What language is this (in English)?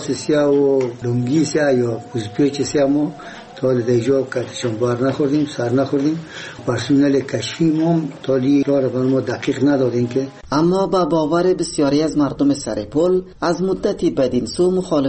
Persian